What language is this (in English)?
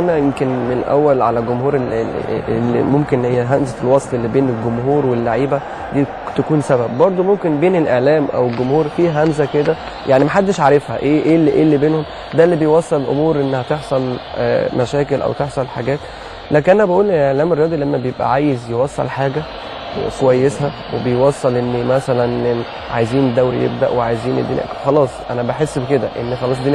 Egyptian Arabic